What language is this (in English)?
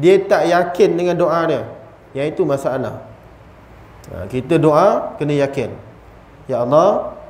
Malay